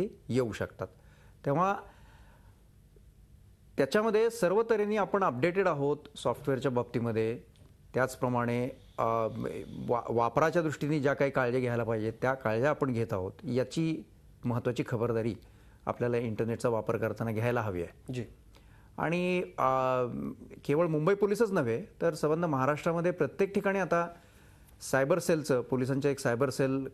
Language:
Marathi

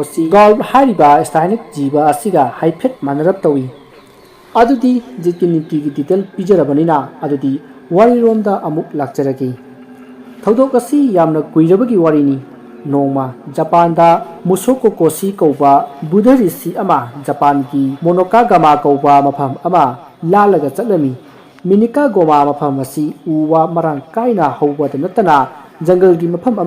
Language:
Manipuri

